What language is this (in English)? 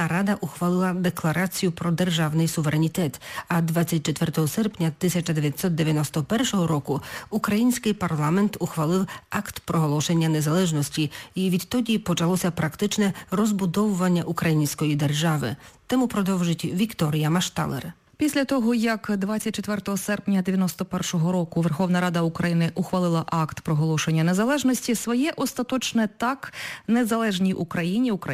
Ukrainian